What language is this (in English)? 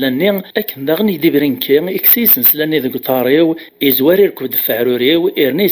Kabyle